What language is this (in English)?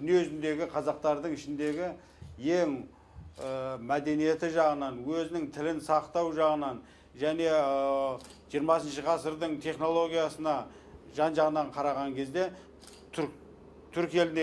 Kazakh